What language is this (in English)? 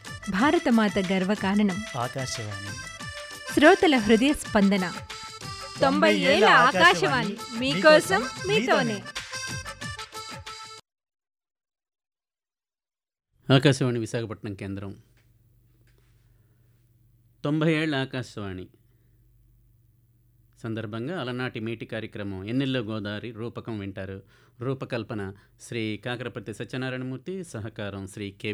Telugu